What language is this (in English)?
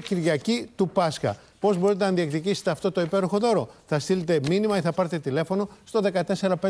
Greek